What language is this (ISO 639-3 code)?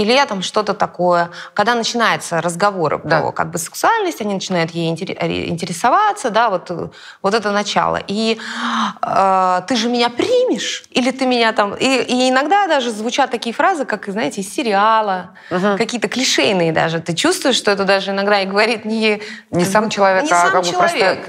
rus